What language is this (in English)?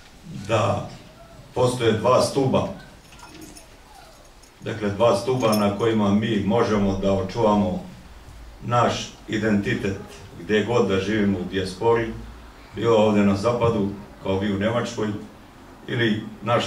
Bosnian